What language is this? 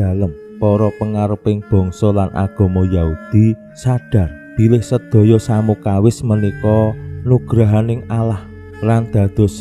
Javanese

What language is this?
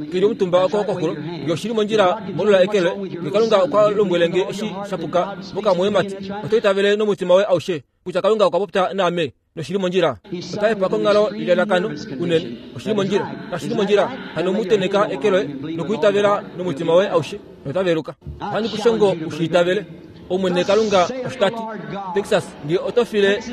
Kuanyama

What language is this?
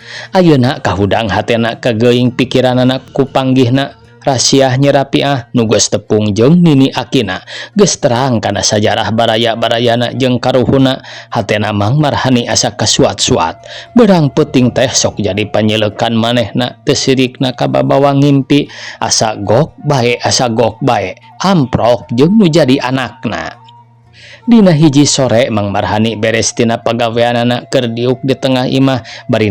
Sundanese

